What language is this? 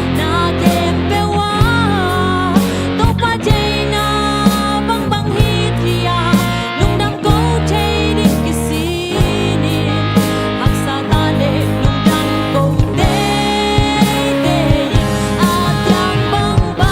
Tedim Chin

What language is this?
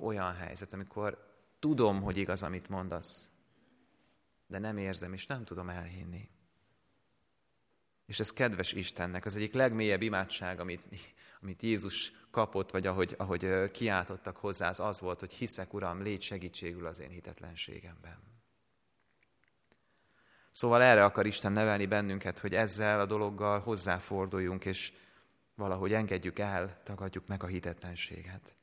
Hungarian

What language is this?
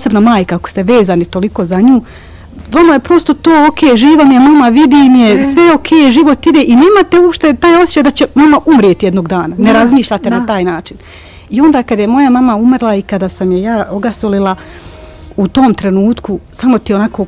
Bosnian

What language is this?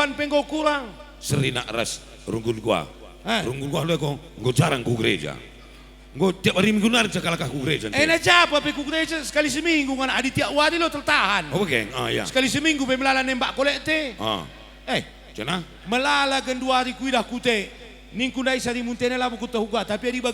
Batak Karo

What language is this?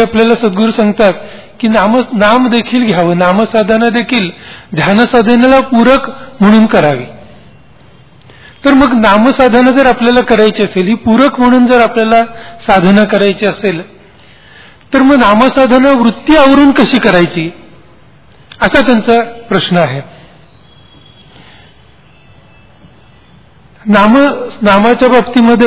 Marathi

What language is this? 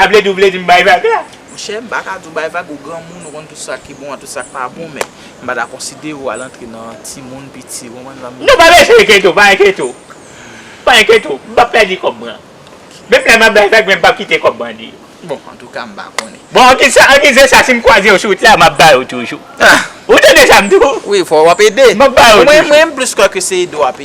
Haitian Creole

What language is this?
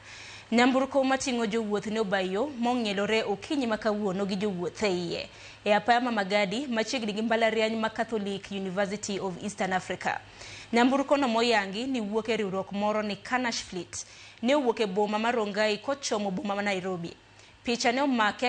Luo (Kenya and Tanzania)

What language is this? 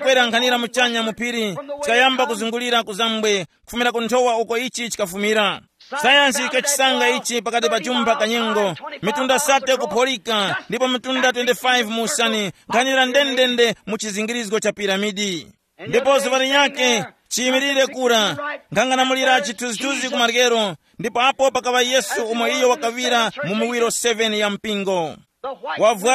Tumbuka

